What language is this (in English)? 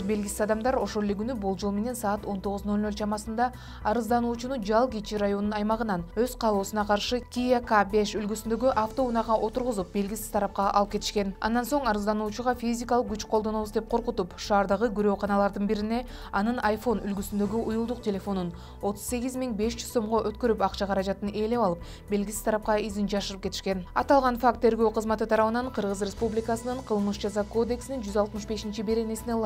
Kyrgyz